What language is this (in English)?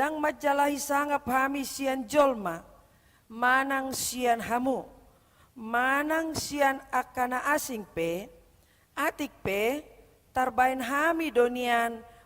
Batak Toba